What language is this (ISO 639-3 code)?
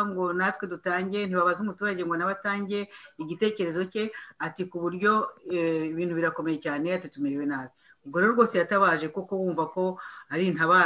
kin